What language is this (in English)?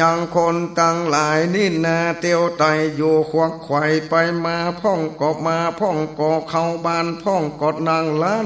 Northern Thai